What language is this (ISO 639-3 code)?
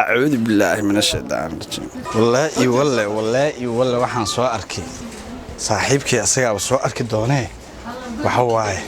som